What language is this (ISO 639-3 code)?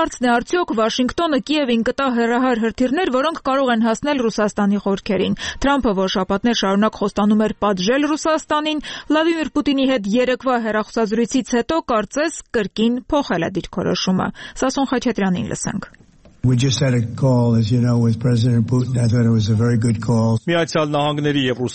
hye